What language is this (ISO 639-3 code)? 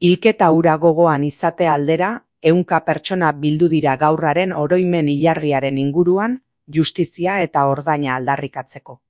eus